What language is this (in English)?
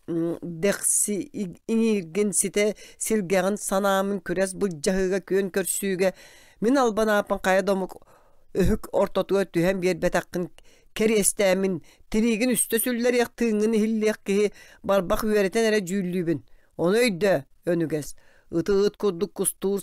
Yakut